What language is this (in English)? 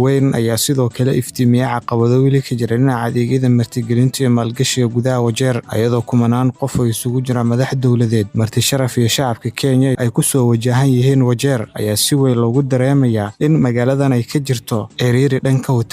Somali